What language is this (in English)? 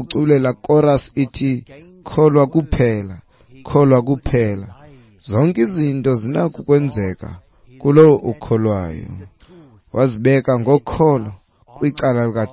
Xhosa